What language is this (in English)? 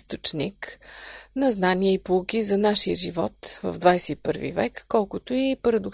Bulgarian